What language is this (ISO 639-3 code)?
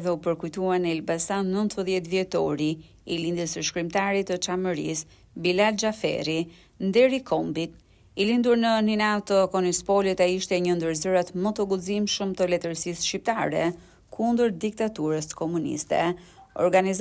sqi